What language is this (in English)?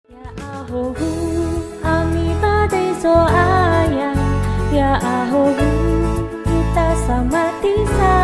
Nias